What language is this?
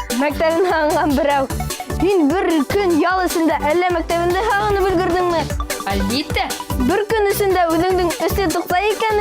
Bashkir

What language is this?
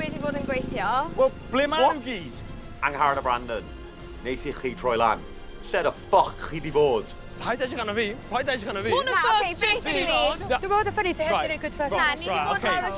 Welsh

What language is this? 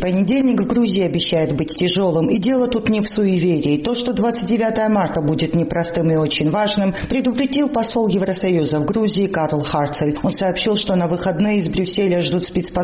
Russian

